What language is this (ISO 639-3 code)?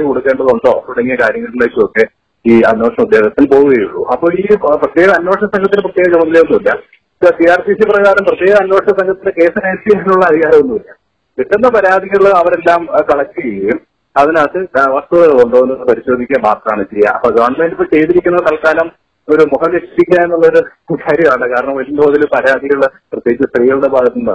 mal